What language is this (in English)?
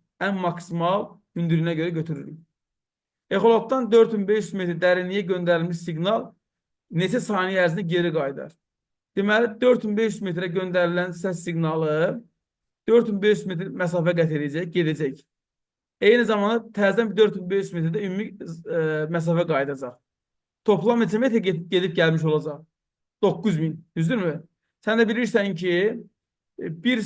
Azerbaijani